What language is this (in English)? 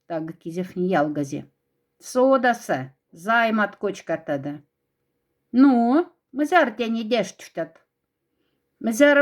Moksha